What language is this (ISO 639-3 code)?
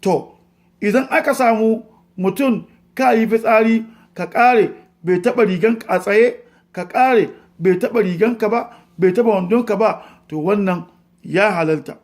hau